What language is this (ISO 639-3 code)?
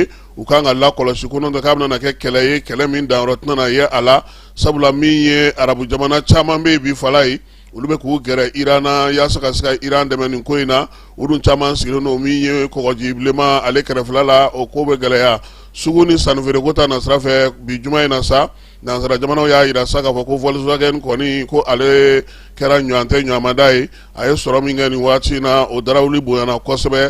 bam